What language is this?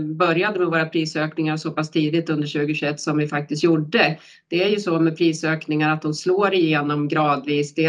Swedish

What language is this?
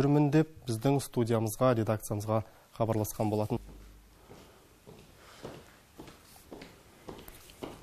Kazakh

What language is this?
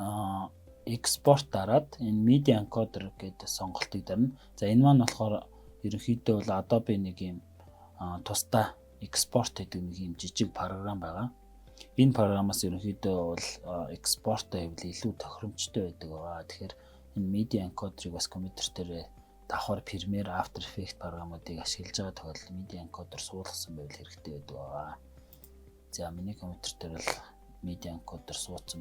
Mongolian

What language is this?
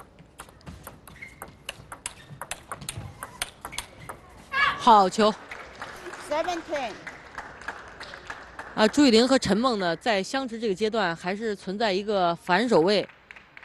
Chinese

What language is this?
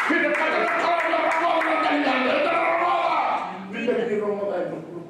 Fijian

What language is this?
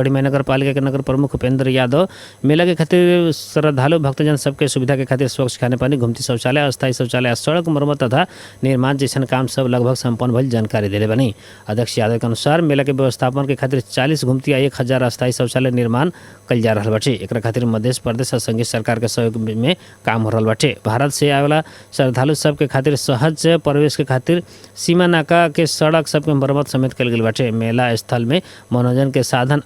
Bhojpuri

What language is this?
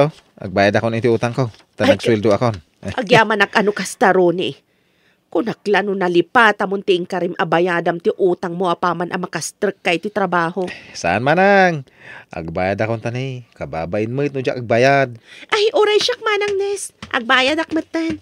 Iloko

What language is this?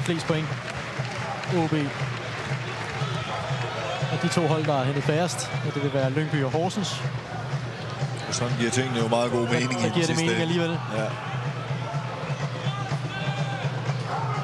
Danish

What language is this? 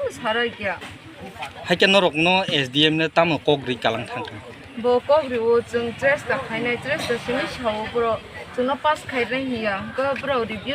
Kok Borok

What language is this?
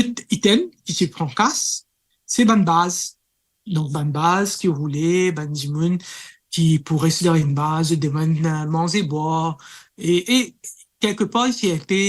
Morisyen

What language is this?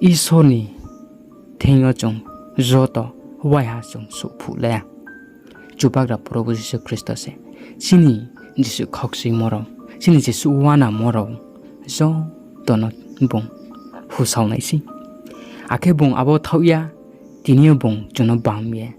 Riang (India)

